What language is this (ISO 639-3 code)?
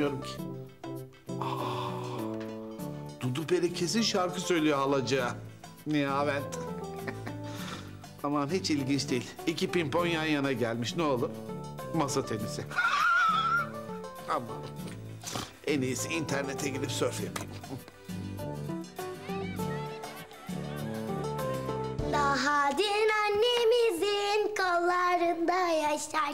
tur